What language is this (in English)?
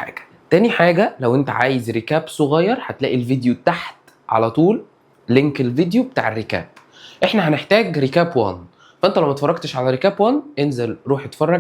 Egyptian Arabic